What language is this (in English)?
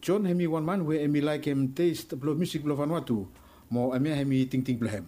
Bislama